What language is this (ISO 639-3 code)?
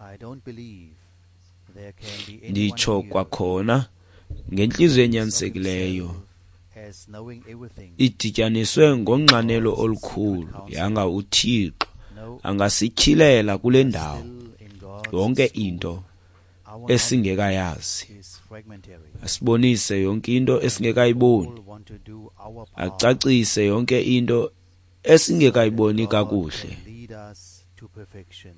xho